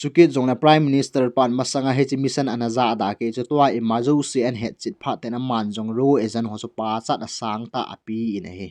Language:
Thado Chin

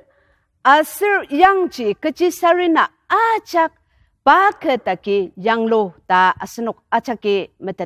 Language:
Ao Naga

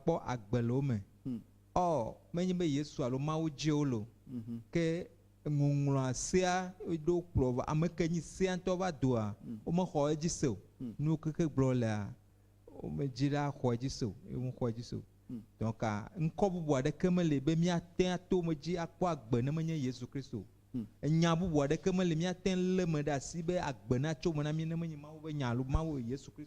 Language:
Ewe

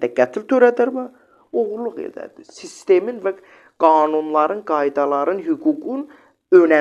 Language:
Azerbaijani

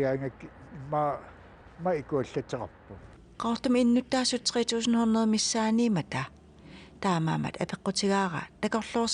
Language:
Kalaallisut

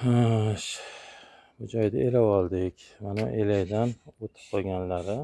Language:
Uzbek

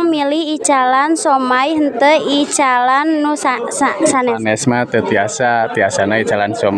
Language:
Sundanese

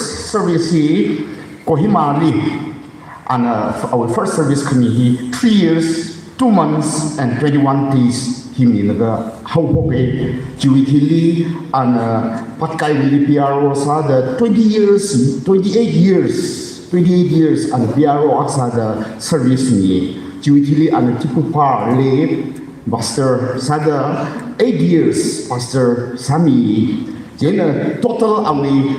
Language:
Tangkhul Naga (India)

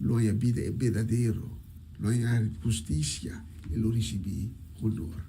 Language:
Papiamento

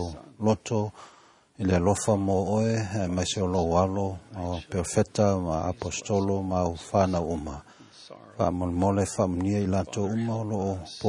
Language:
Samoan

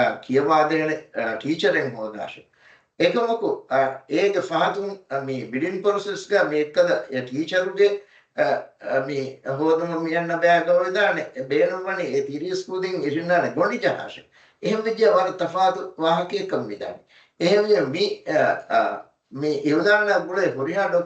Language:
Divehi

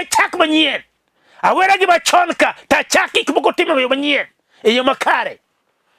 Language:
Luo (Kenya and Tanzania)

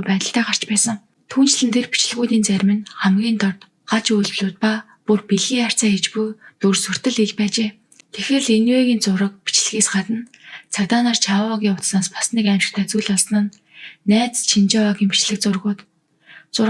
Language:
Mongolian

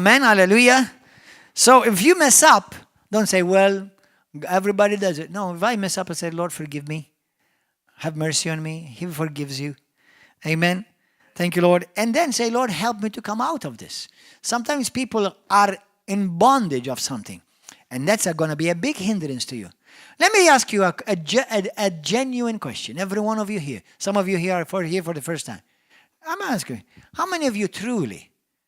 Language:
English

